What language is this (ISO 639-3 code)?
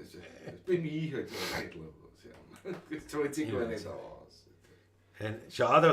bar